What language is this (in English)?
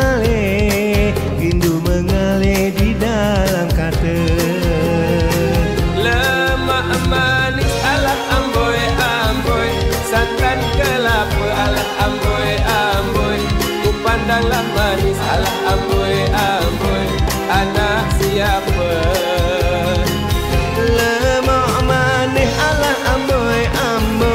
Malay